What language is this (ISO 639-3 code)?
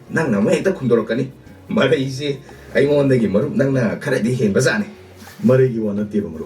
mni